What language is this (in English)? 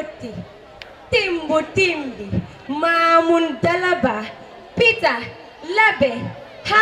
Fula